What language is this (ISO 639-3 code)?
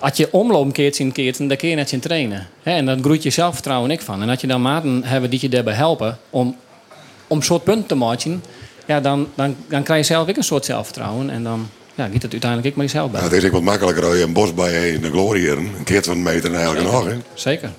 fry